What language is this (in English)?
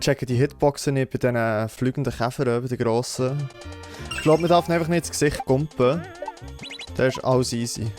Swiss German